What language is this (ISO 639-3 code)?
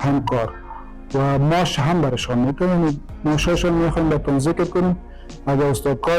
fas